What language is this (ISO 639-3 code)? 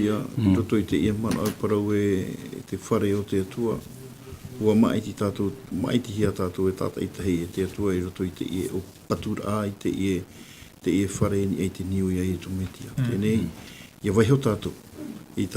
tah